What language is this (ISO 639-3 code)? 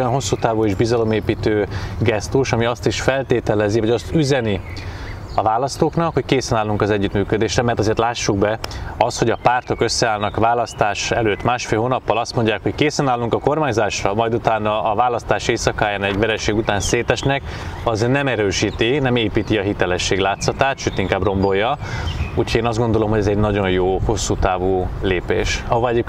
hun